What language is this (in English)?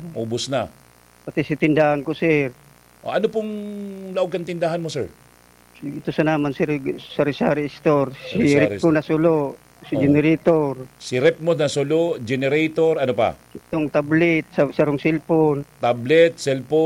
Bikol